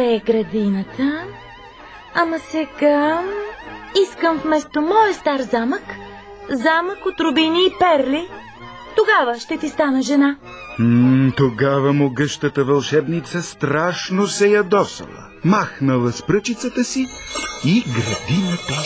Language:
Bulgarian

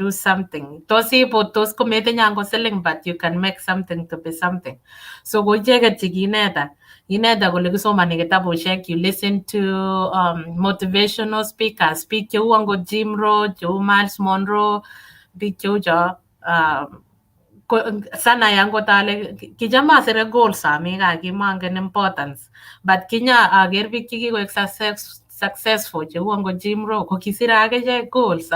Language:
Kalenjin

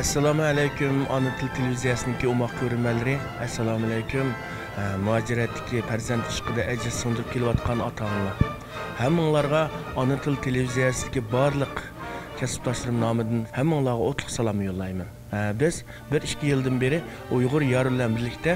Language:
Uyghur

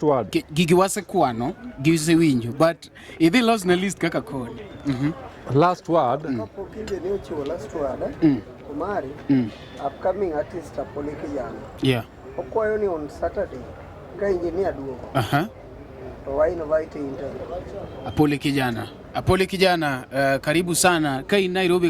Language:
Luo (Kenya and Tanzania)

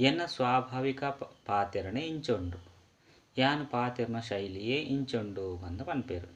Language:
Tulu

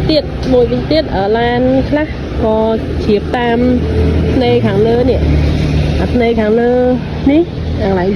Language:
Khmer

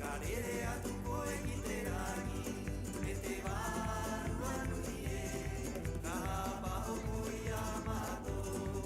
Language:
Rapanui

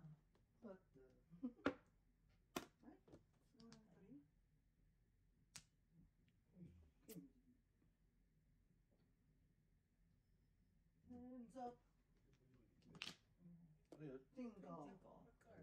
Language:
Filipino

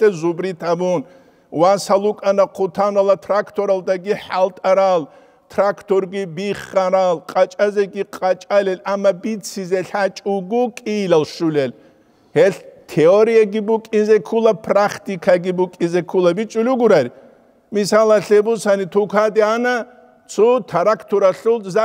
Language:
Avaric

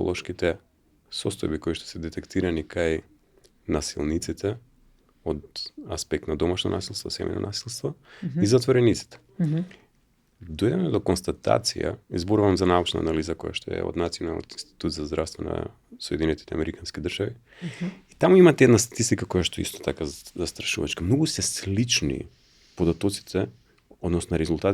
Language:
Macedonian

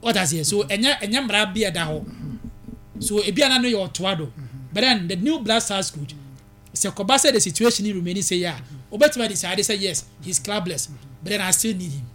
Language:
Akan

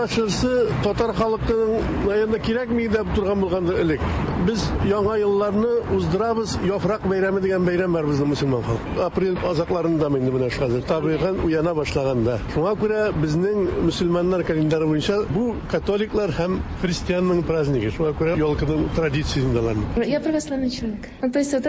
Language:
Tatar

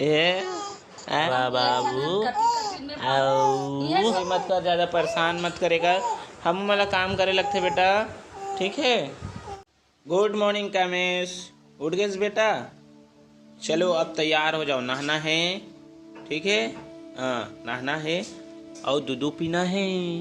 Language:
Chhattisgarhi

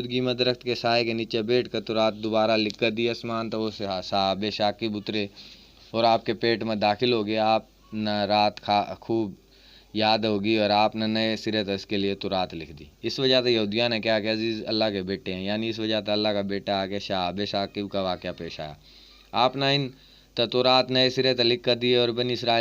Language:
Haryanvi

